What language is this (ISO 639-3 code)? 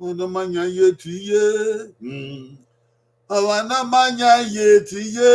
bin